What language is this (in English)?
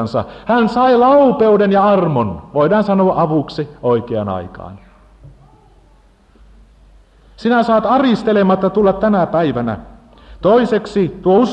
Finnish